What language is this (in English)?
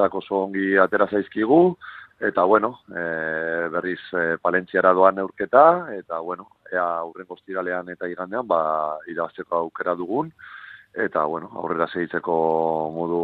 Basque